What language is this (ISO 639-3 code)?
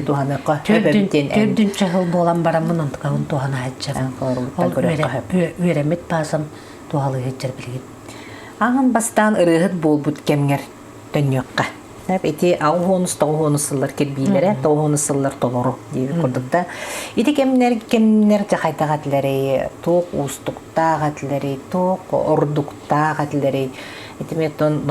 sah